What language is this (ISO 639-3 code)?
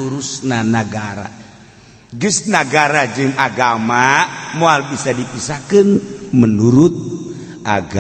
sun